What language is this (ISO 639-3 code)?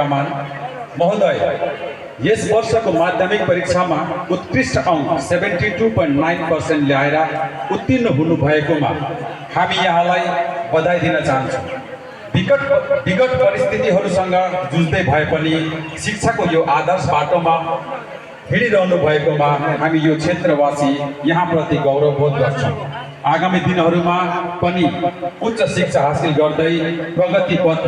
nep